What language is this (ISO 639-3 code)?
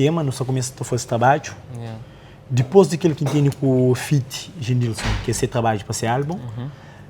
kea